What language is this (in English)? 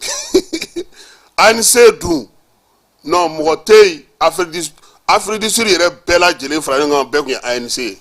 Bambara